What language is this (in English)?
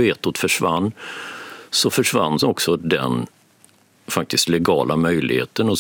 Swedish